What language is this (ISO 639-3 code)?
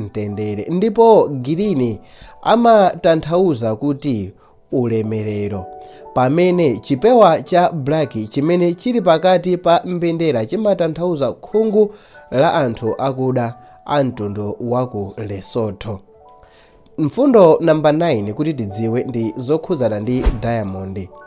nya